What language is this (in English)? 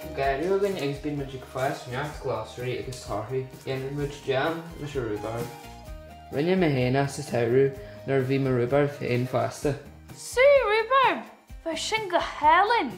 Irish